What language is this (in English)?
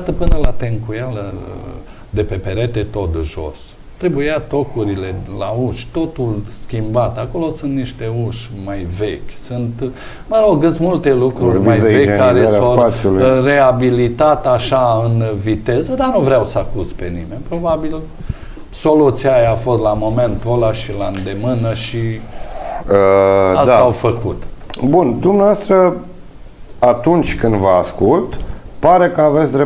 Romanian